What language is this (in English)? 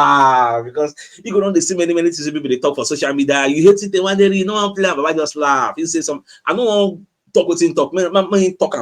Nigerian Pidgin